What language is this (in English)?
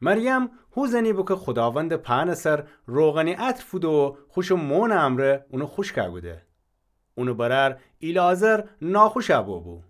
Gilaki